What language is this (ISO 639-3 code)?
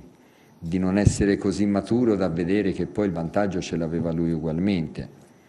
ita